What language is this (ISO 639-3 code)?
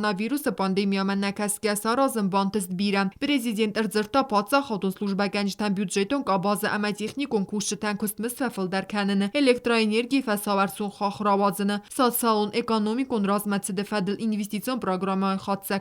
oss